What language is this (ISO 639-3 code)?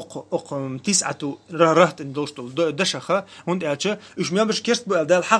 che